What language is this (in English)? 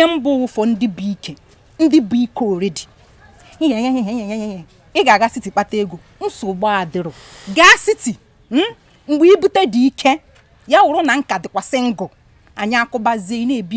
Igbo